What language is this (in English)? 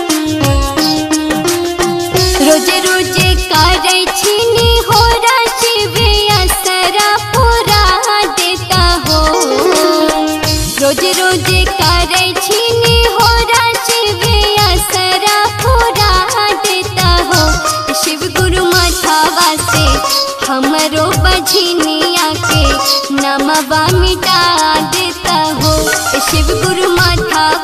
Bhojpuri